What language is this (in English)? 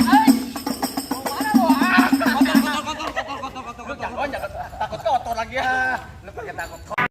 Betawi